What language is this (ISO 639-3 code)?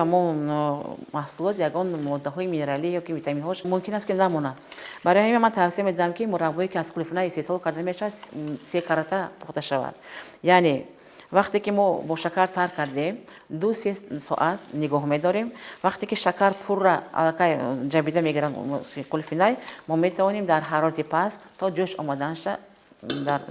tgk